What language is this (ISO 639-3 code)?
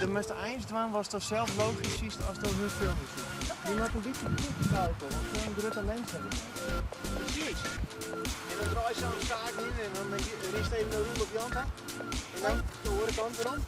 fry